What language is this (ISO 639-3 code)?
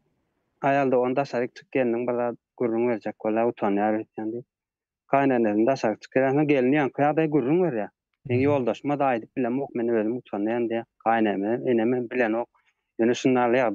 tuk